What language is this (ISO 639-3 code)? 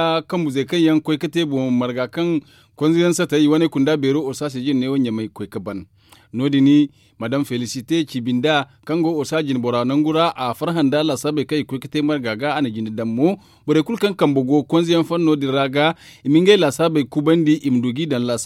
dje